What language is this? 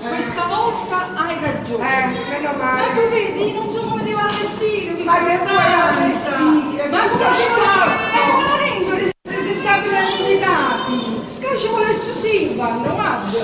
Neapolitan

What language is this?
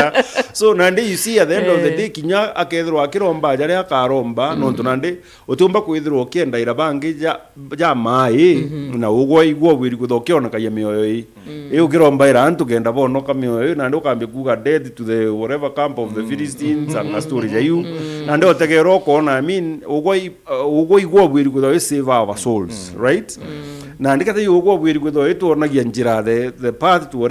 Meru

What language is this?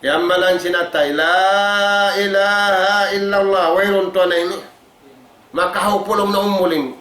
Tausug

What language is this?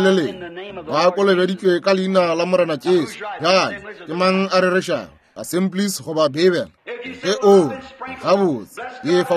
Northern Sotho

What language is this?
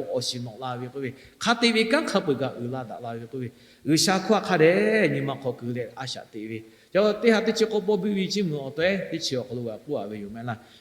Lahu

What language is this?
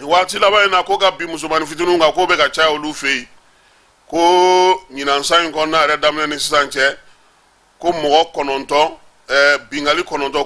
Bambara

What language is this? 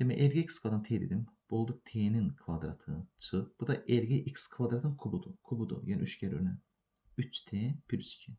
Azerbaijani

